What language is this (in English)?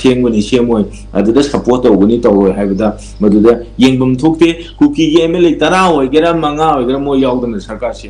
Manipuri